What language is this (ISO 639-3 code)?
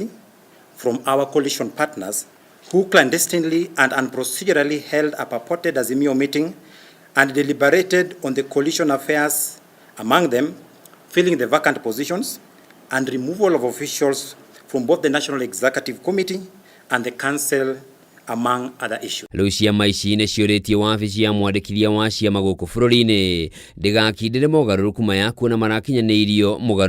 kik